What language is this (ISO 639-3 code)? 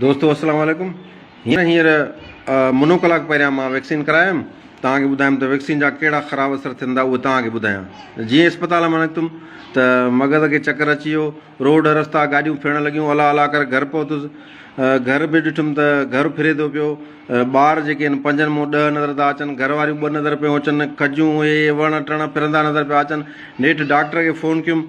snd